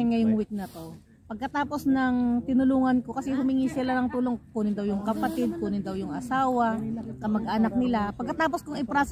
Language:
Filipino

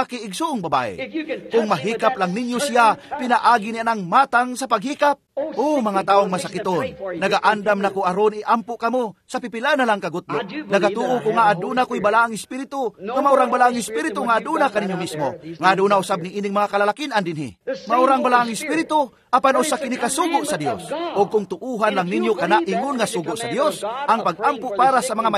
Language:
Cebuano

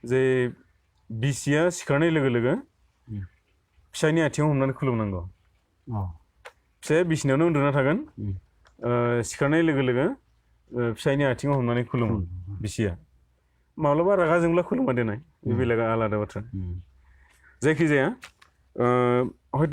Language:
Bodo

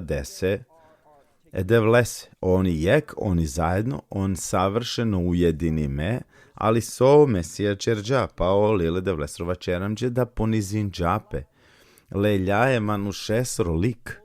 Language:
Balkan Romani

